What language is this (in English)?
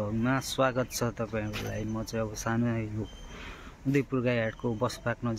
Nepali